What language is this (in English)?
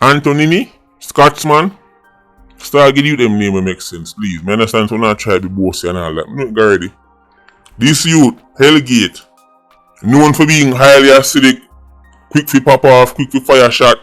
Jamaican Creole English